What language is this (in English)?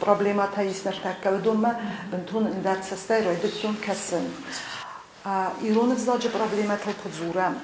Ossetic